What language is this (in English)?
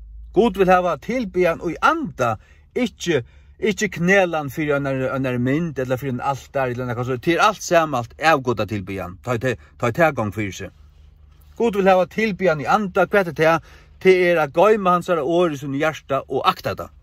Faroese